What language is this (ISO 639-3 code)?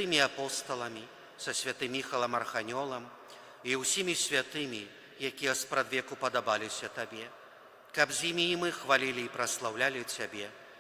bel